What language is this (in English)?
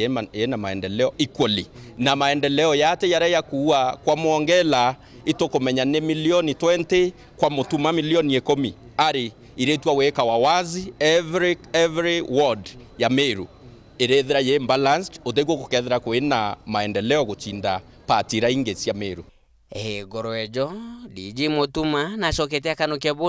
Meru